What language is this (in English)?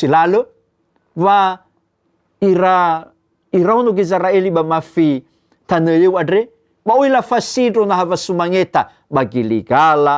Nias